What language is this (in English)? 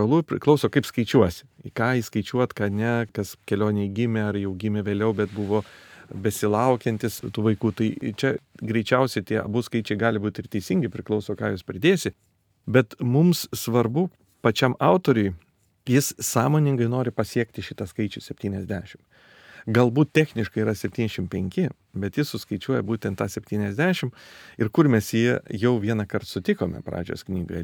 Lithuanian